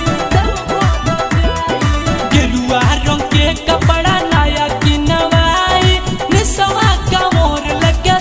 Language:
Bhojpuri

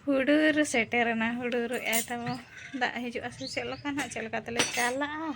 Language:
Santali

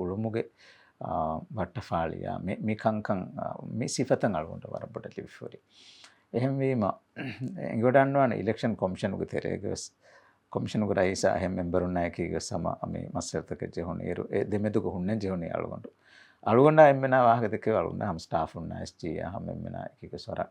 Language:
Divehi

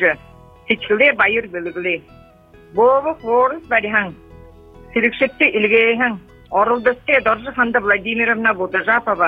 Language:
Buriat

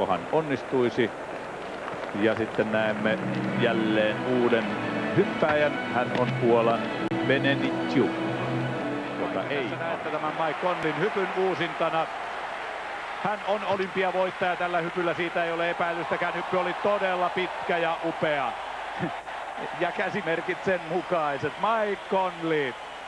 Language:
Finnish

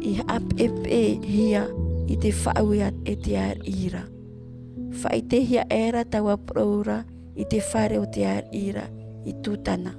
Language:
Tahitian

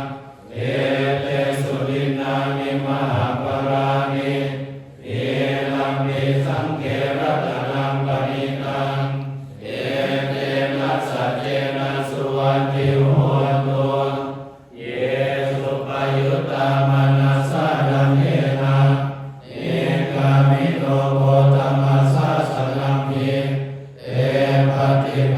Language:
Pali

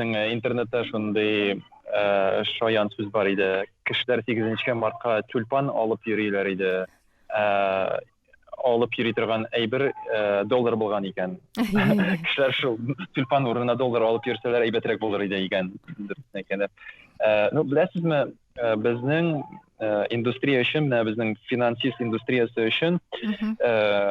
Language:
Tatar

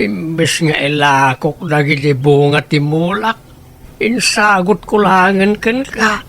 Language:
Iloko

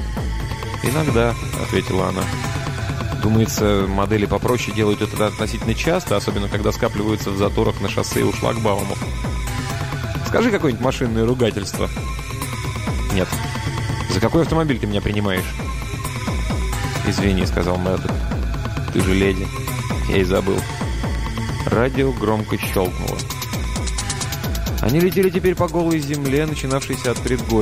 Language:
Russian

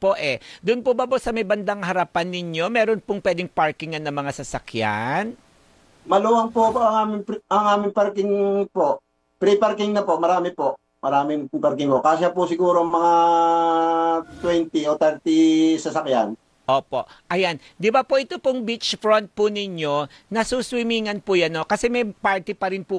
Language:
Filipino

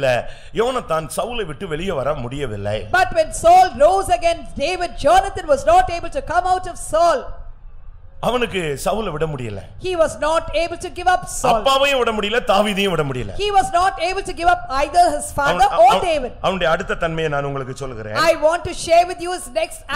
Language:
Tamil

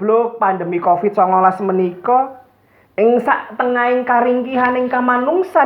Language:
Javanese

